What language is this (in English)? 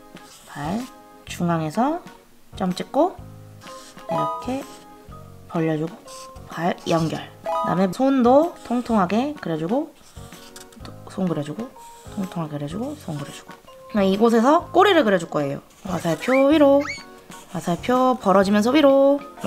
Korean